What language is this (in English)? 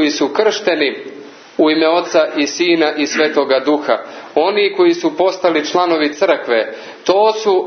Serbian